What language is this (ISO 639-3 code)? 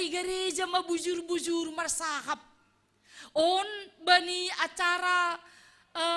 bts